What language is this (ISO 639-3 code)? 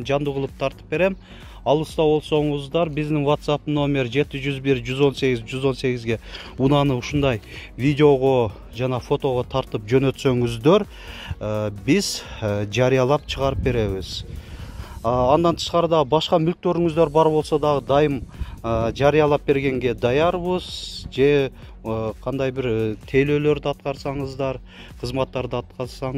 kir